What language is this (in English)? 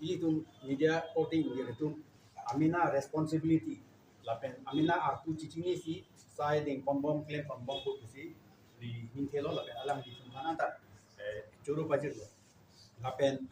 Karbi